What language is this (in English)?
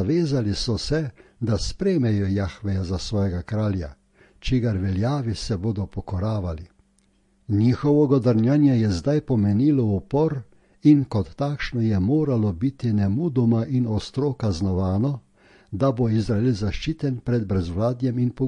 Slovenian